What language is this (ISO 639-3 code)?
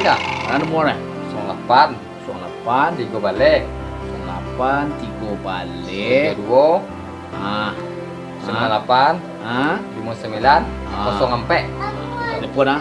min